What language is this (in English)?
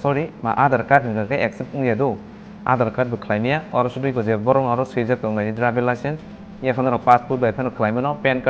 Kok Borok